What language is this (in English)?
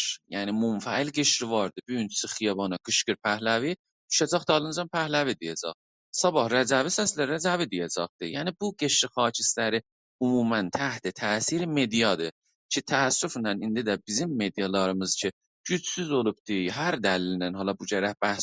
South Azerbaijani